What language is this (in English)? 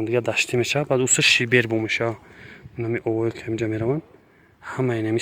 Tajik